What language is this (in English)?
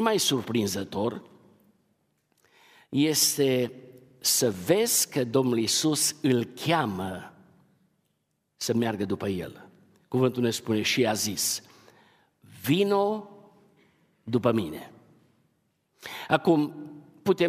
Romanian